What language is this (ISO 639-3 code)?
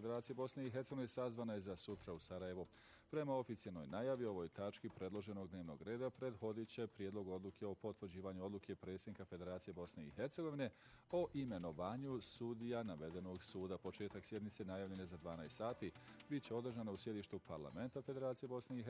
bos